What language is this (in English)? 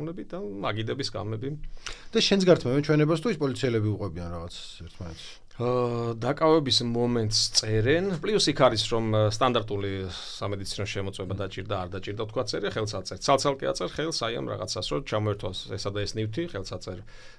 Georgian